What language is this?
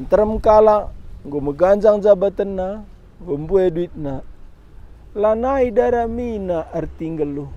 Batak Karo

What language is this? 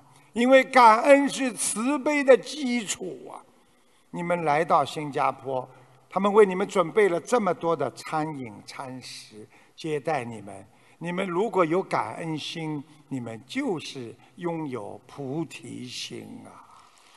Chinese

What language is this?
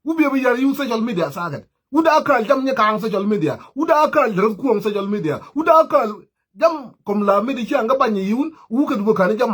Nuer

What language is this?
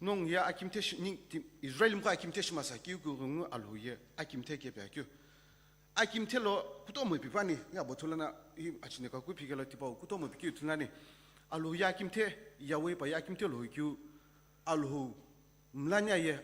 Sumi Naga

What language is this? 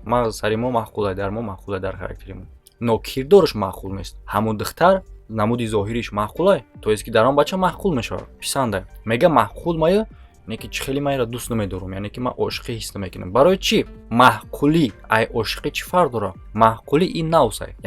Tajik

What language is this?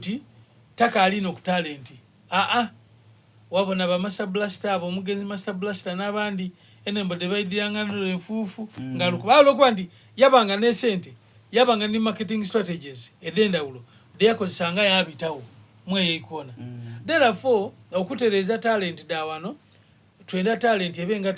Soga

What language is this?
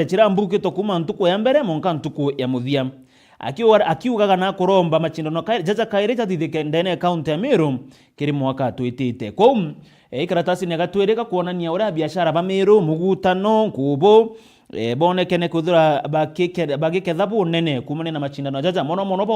Meru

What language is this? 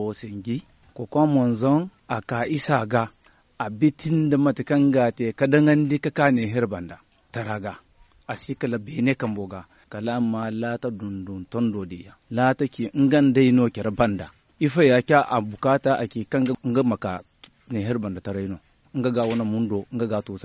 Zarma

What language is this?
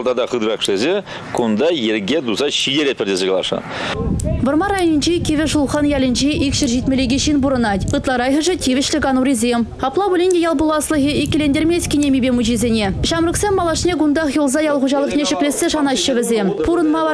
Chuvash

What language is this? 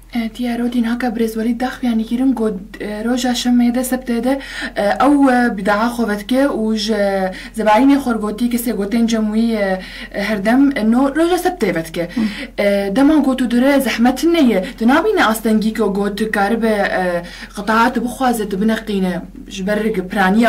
Kurdish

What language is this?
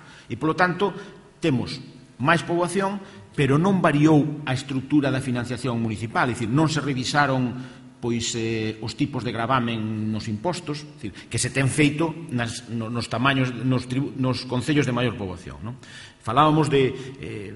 Galician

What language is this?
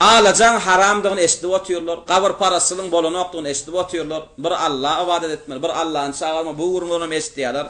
Turkmen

